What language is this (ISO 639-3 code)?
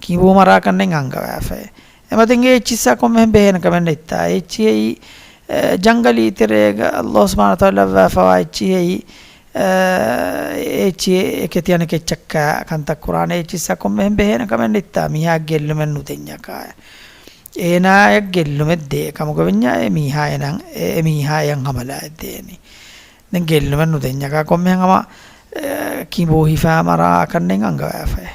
div